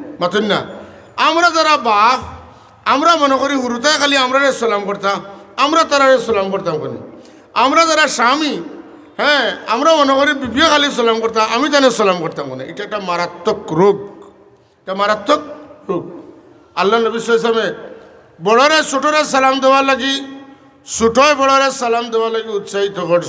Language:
Sylheti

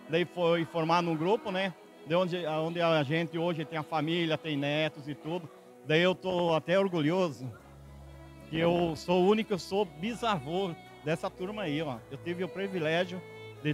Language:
Portuguese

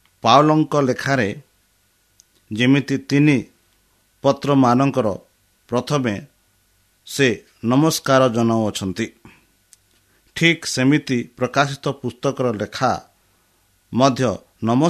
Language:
Odia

